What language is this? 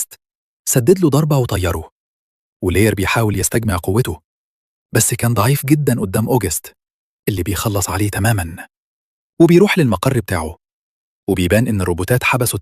Egyptian Arabic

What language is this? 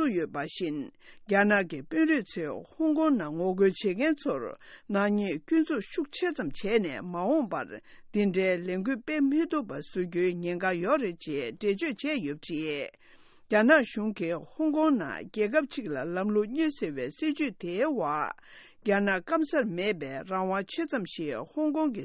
Tibetan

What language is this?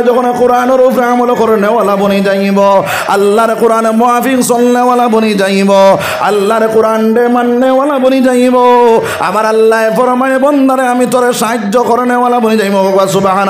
Sylheti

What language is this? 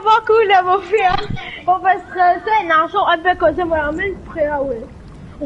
Morisyen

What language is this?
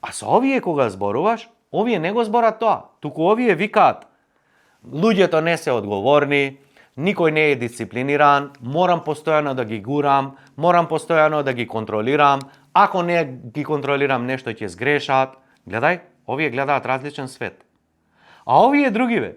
Macedonian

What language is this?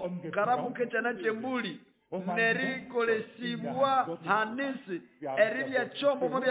Nande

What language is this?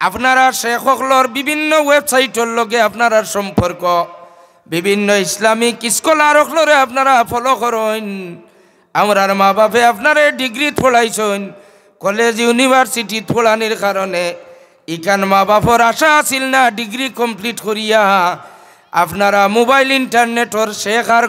Sylheti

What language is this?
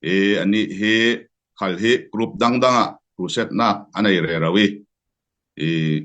Falam Chin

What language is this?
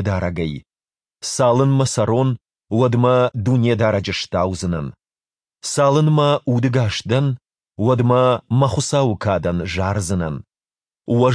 Ossetic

